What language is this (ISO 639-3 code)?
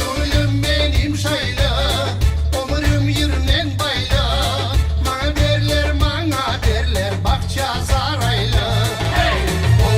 crh